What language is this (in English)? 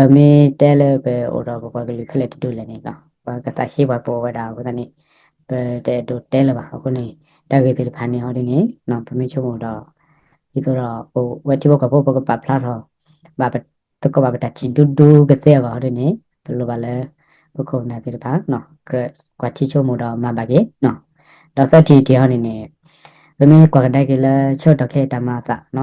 S'gaw Karen